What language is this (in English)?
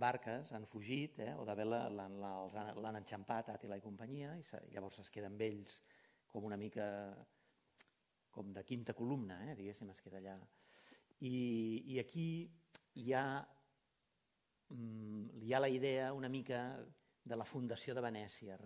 Catalan